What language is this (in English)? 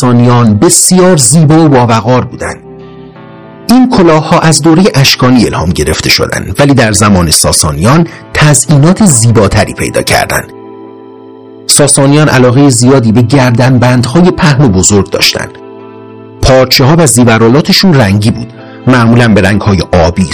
Persian